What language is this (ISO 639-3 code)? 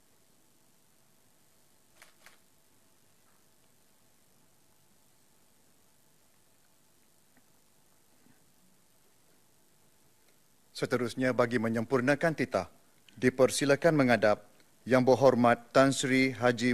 msa